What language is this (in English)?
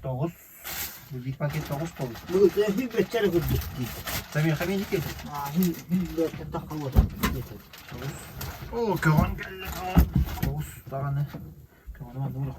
Yakut